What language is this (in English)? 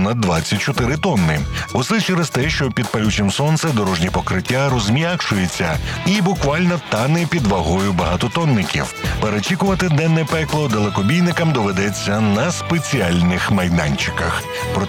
Ukrainian